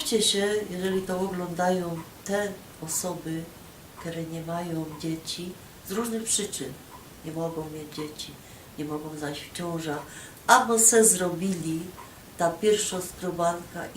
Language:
Silesian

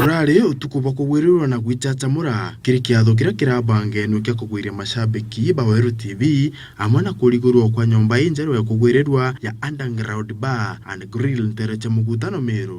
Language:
Meru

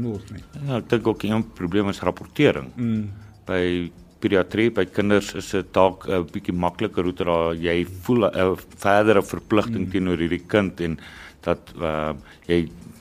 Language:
Afrikaans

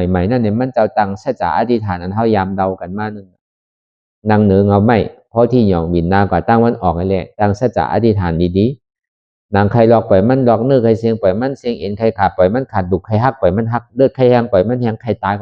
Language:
Shan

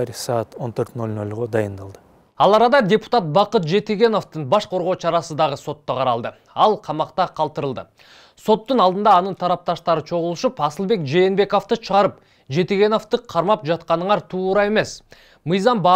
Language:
Kyrgyz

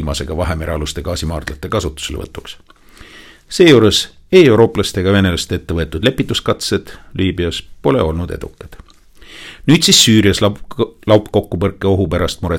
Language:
Estonian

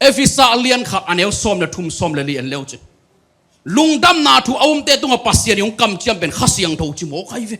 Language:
Tedim Chin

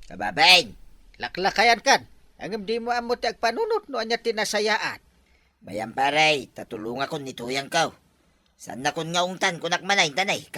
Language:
Iloko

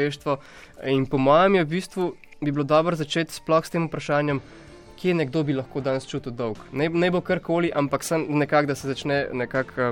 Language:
Slovenian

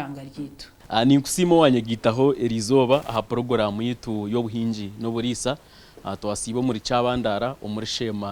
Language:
Nyankole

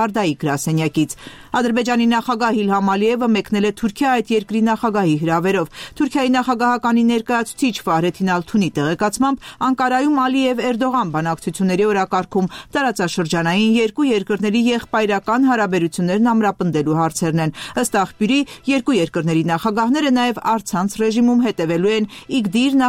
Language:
Armenian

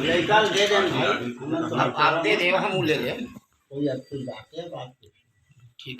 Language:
Chhattisgarhi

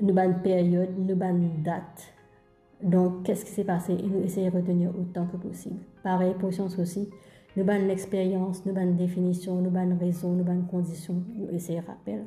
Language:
Morisyen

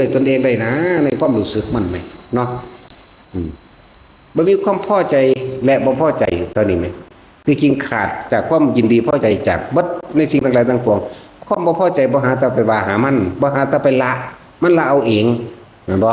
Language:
Northeastern Thai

